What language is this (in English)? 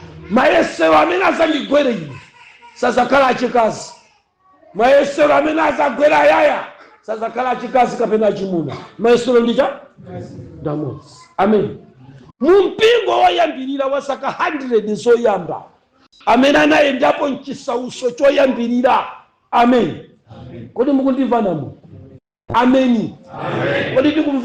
Nyanja